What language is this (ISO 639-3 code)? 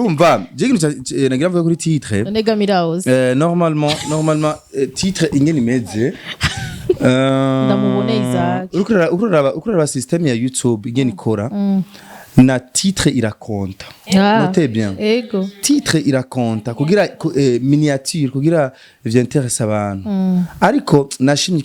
run